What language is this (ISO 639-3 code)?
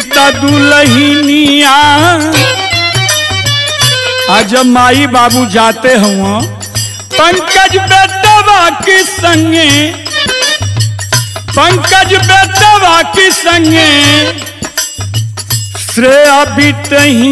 bho